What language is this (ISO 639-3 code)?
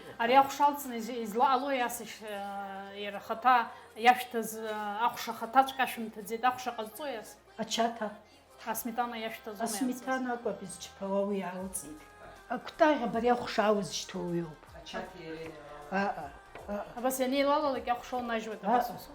abk